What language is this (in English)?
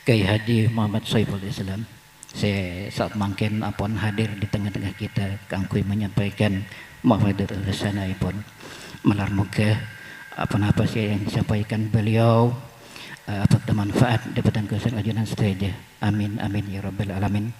Madurese